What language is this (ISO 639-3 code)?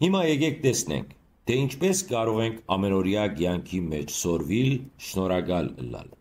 hyw